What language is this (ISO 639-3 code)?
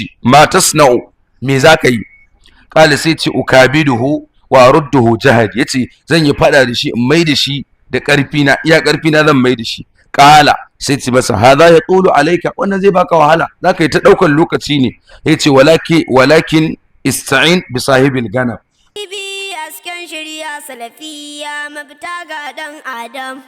hau